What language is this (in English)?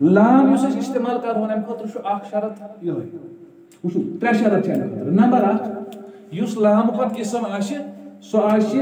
Kashmiri